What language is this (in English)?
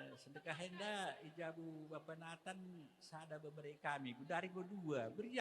Batak Karo